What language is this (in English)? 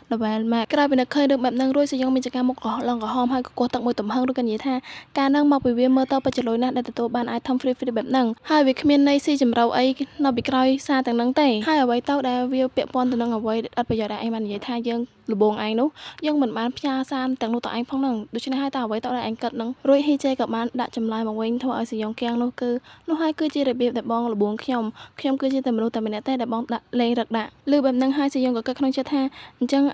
Khmer